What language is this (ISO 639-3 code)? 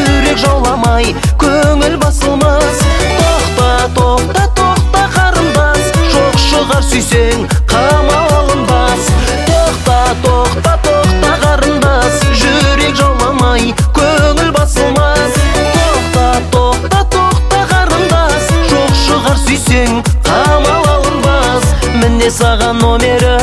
kaz